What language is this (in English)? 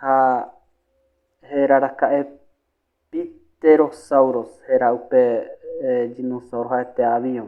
Guarani